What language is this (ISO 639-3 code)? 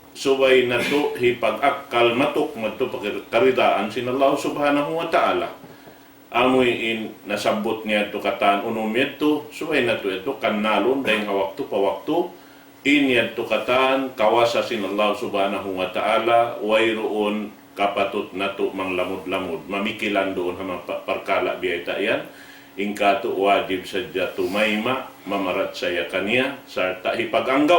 tsg